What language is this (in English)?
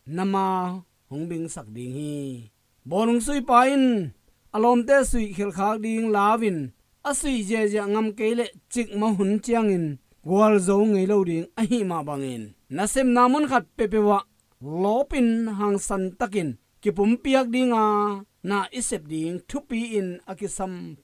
Tedim Chin